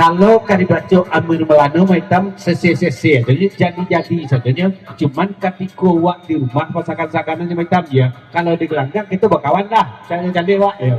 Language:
Minangkabau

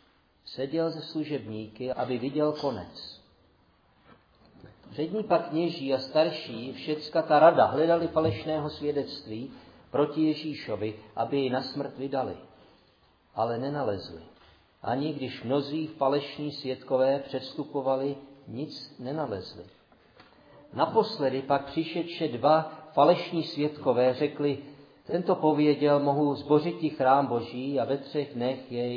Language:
Czech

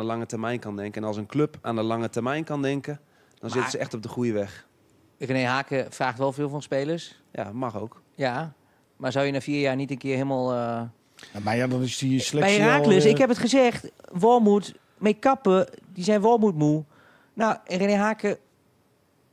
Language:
Dutch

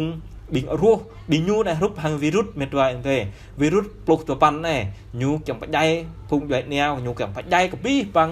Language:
Jarai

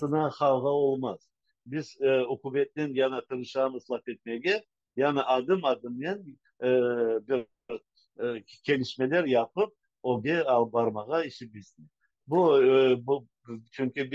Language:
Crimean Tatar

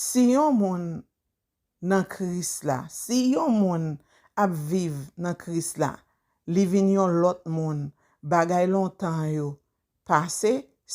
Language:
Haitian Creole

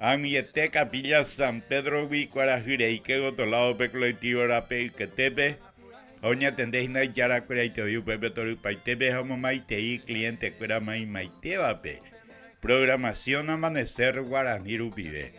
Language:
Guarani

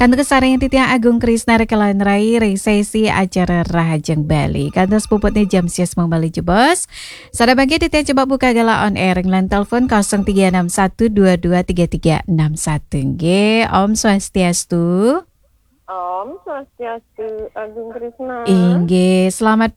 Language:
Balinese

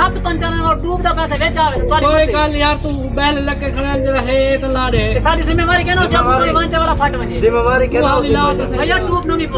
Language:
Saraiki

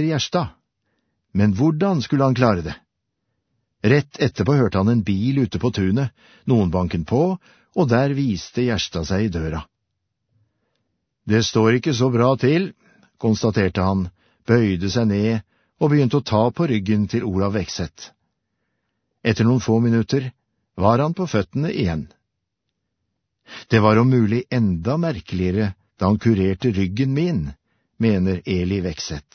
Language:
Norwegian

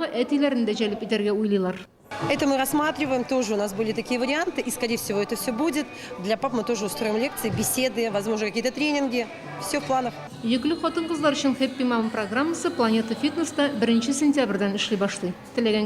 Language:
Tatar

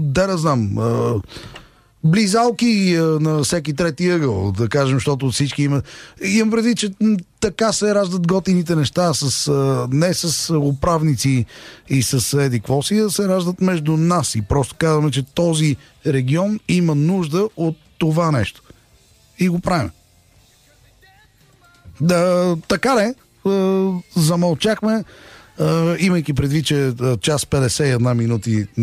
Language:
Bulgarian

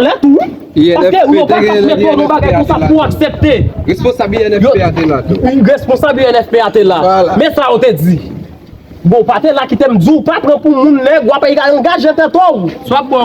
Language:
Haitian Creole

